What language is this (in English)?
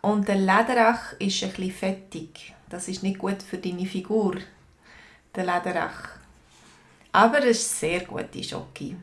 Swiss German